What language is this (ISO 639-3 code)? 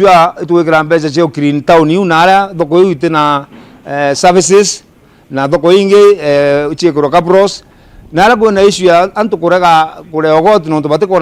mer